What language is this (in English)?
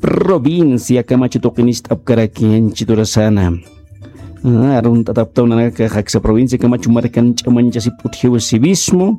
Aymara